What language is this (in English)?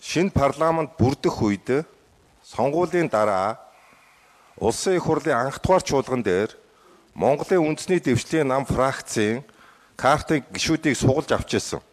Mongolian